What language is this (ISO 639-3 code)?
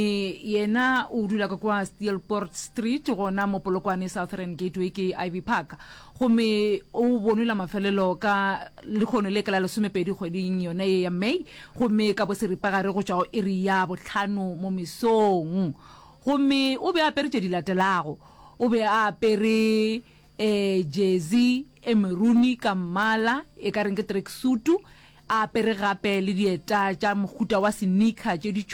nso